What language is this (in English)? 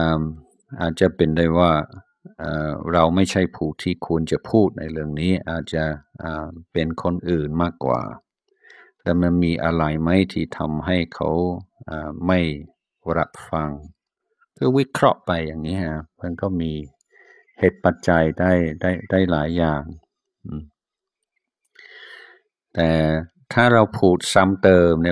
Thai